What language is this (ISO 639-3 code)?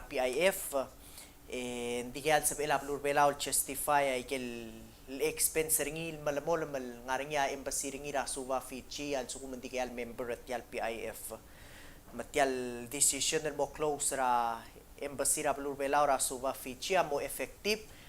pau